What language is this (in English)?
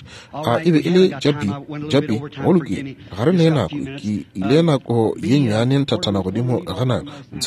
Northern Sotho